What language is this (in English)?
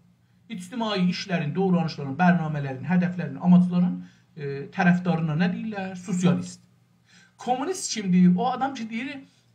South Azerbaijani